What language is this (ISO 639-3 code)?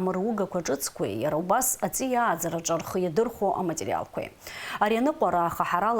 abk